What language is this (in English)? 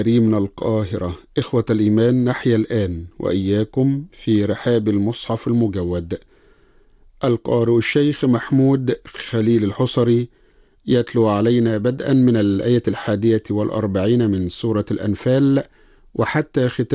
Arabic